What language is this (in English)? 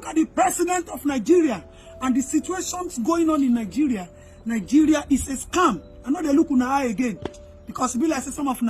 Nigerian Pidgin